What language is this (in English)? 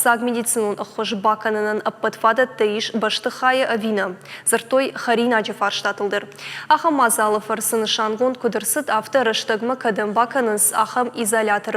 Ossetic